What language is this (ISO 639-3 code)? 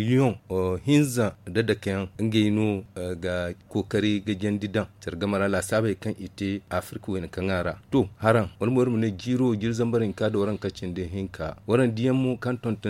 dje